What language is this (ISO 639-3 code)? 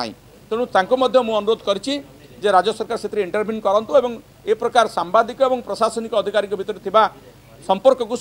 ori